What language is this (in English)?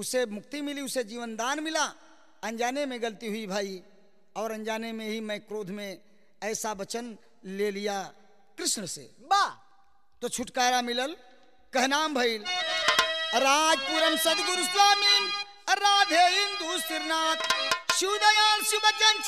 Bhojpuri